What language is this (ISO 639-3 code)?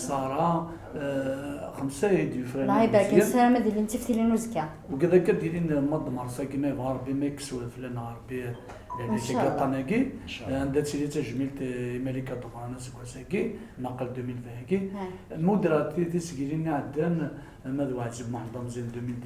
kab